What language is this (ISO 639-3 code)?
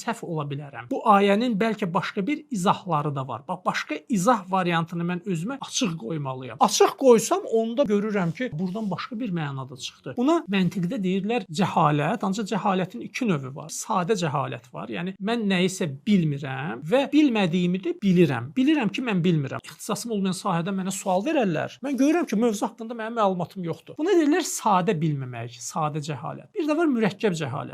aze